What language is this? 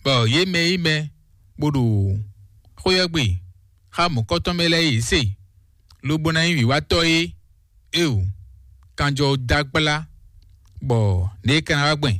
Fon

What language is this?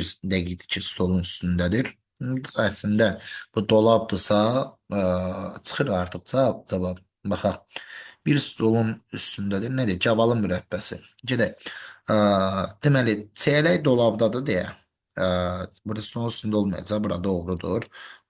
Azerbaijani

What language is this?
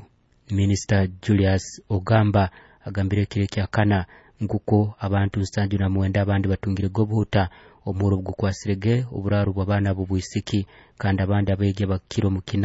Nyoro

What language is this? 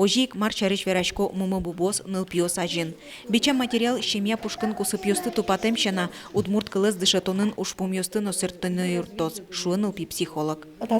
Udmurt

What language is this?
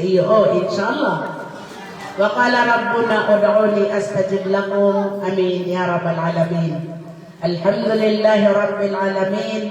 Maranao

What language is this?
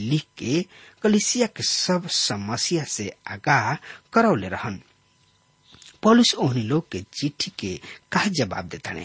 Bhojpuri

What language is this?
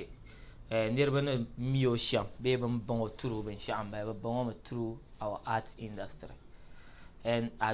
Dagbani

